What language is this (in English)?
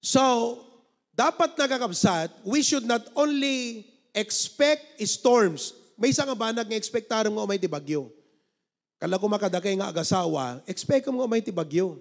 Iloko